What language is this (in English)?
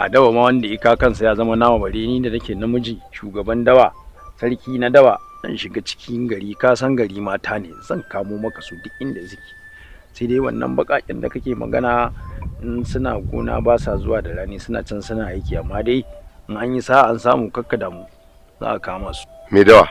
Hausa